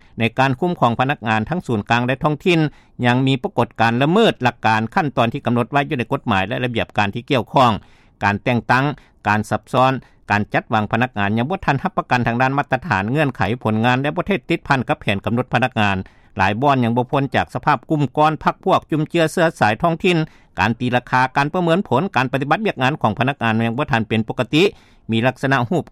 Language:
Lao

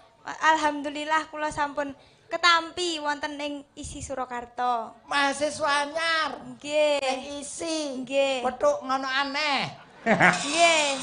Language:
Javanese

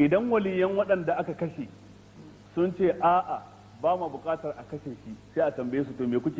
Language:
Hausa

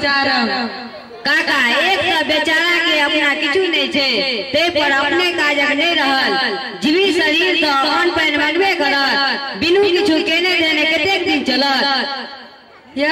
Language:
Maithili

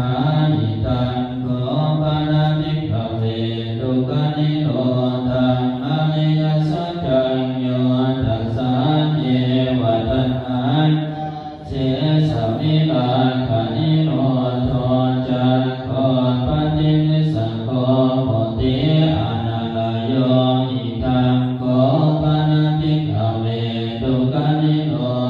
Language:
Pali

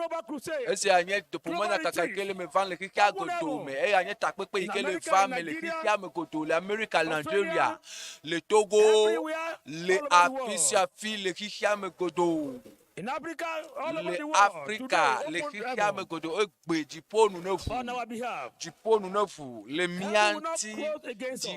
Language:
Ewe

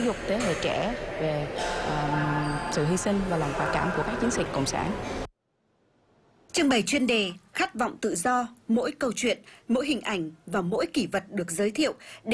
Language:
Vietnamese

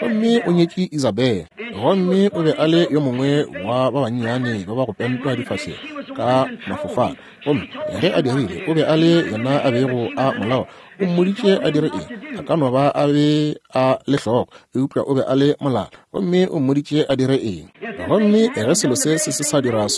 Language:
Northern Sotho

